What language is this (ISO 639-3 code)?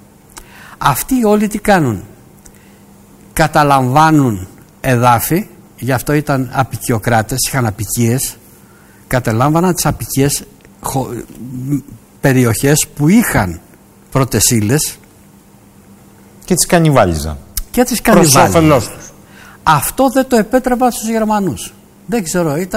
ell